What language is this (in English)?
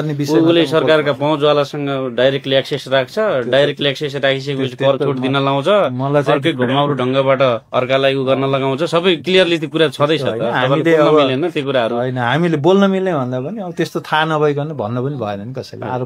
Nepali